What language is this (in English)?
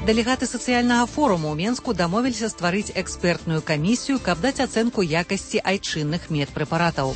Belarusian